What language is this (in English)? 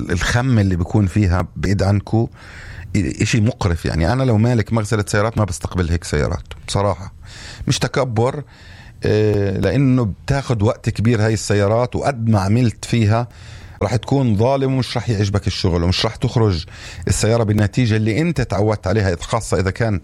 North Levantine Arabic